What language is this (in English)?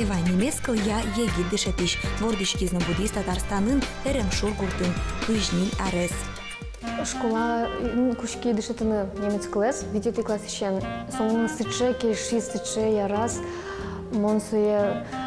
Udmurt